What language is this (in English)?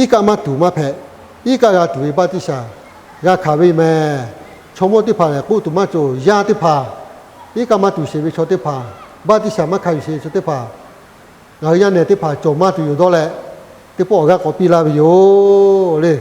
Lahu